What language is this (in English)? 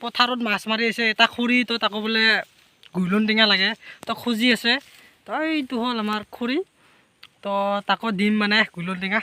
Assamese